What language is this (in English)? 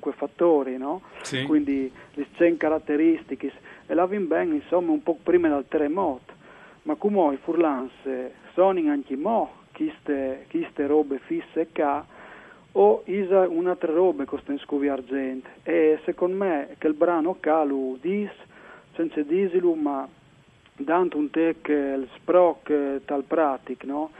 Friulian